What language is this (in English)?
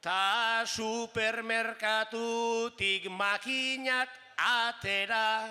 Basque